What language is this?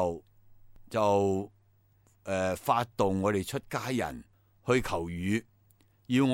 Cantonese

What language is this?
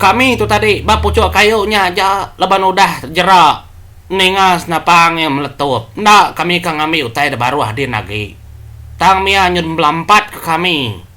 Iban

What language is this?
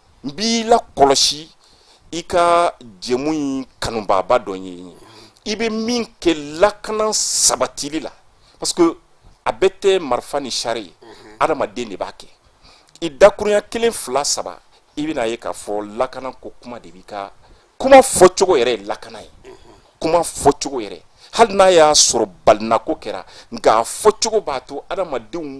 Bambara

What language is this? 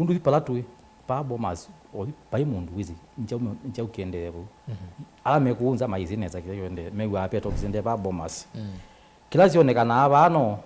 Kamba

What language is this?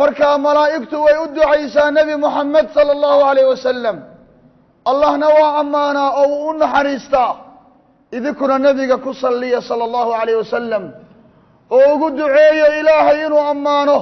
Somali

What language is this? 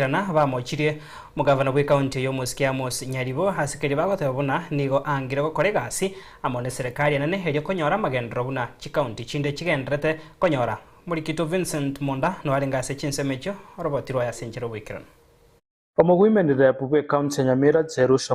Gusii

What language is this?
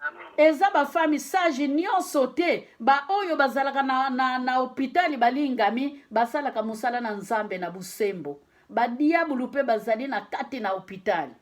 Lingala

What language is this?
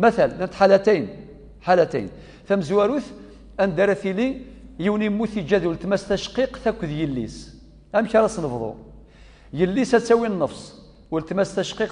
Kabyle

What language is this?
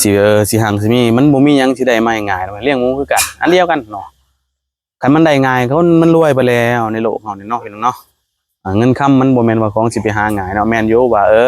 Lao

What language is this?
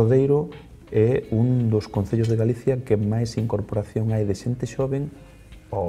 Galician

